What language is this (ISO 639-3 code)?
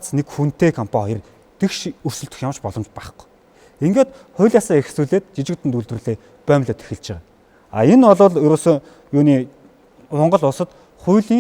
mon